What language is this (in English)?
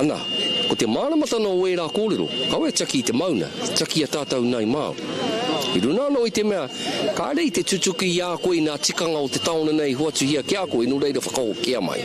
Māori